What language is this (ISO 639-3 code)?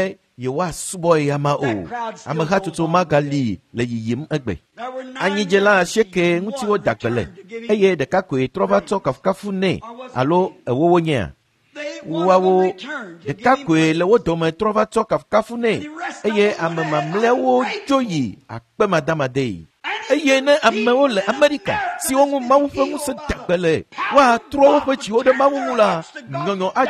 ewe